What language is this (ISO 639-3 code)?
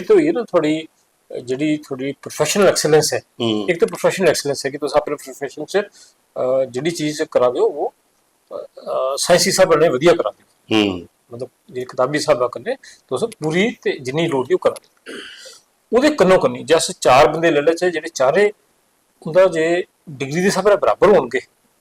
doi